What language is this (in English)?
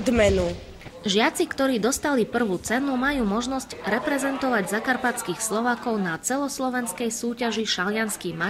Slovak